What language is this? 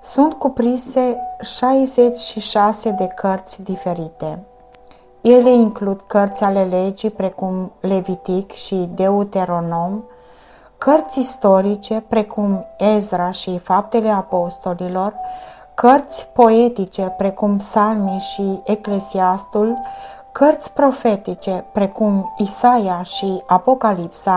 Romanian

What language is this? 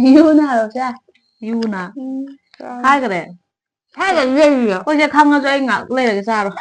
Manipuri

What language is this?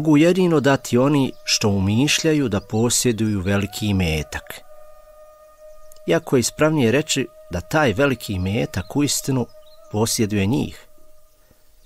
Bosnian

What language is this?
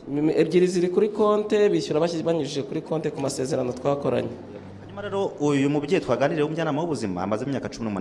Kinyarwanda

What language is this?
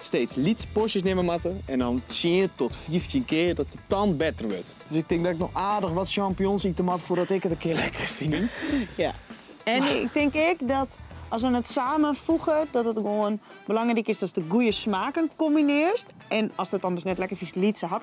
Western Frisian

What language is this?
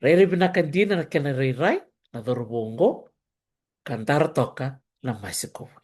Fijian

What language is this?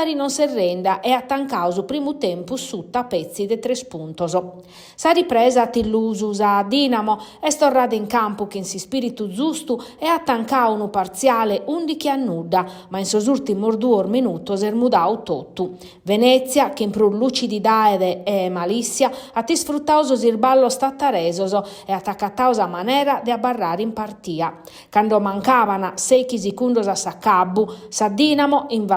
Sardinian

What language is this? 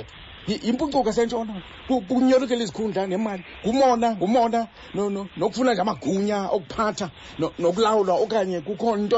Xhosa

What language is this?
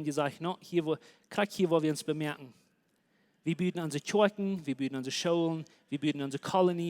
Plautdietsch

